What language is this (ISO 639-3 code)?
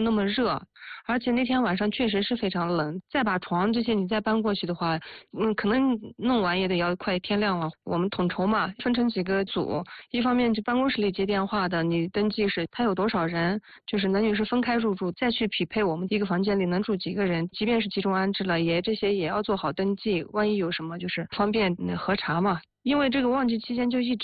zho